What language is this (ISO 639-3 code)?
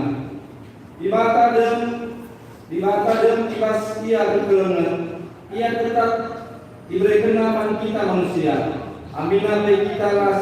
btx